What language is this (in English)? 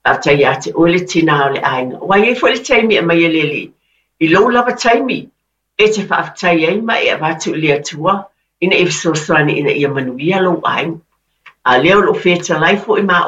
Samoan